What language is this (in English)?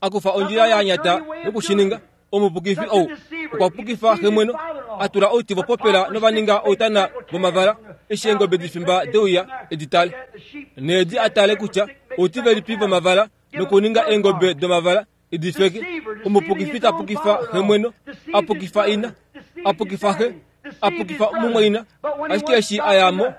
Kuanyama